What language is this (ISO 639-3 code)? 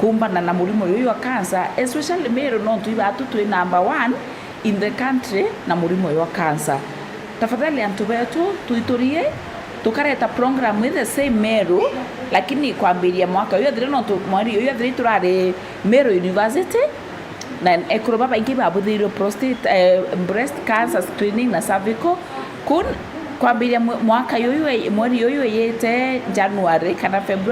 mer